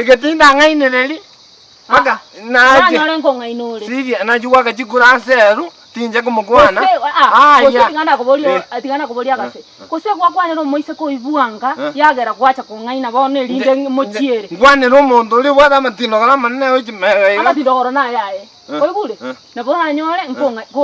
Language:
Gusii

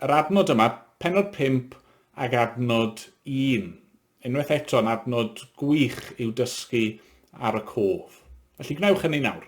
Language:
Welsh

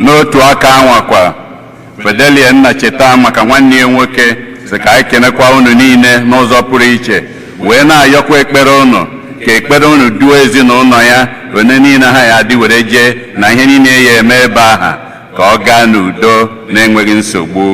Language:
Igbo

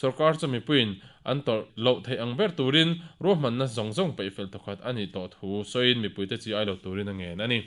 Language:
Mizo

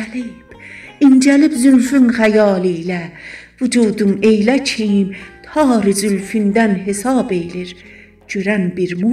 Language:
South Azerbaijani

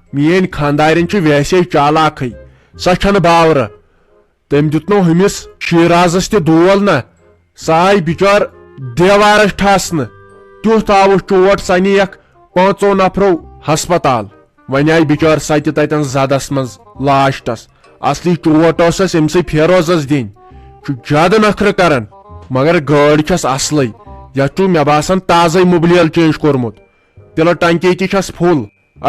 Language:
Kashmiri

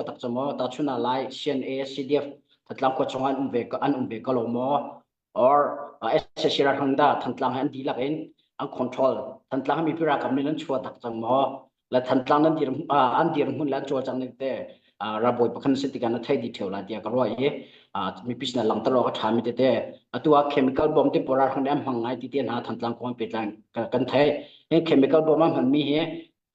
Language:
Hakha Chin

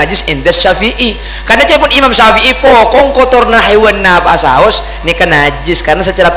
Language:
Madurese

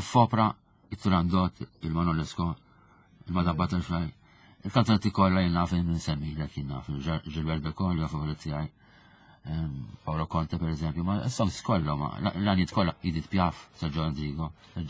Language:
Maltese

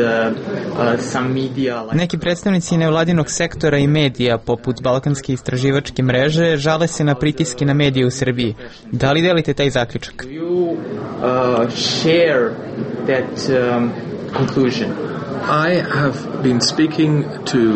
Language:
Serbian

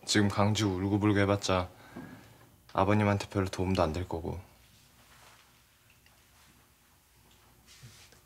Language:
Korean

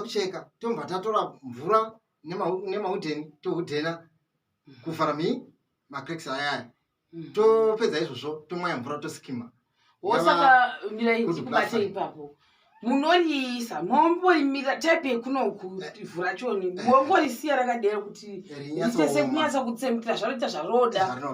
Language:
Shona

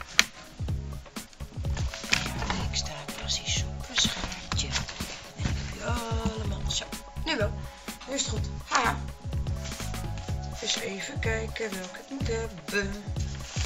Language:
Dutch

